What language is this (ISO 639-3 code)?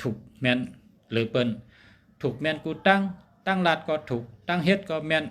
shn